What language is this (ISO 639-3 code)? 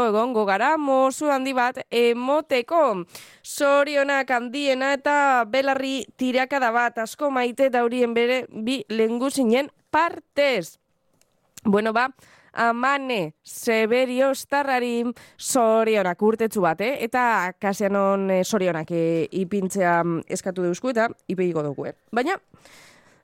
eus